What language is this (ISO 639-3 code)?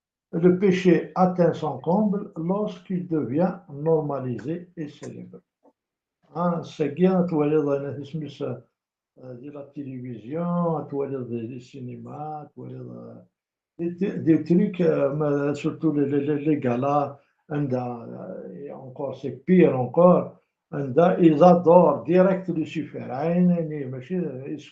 kab